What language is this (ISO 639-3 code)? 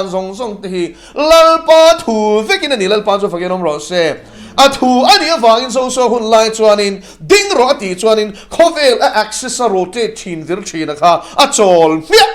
lus